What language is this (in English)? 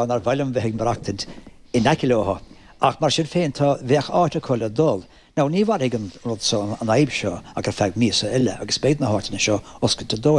Irish